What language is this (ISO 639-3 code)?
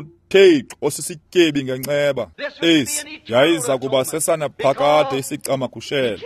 xho